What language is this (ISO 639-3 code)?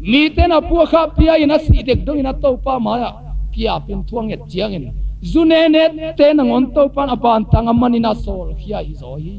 ctd